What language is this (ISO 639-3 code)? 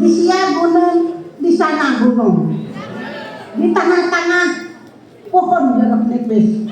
bjn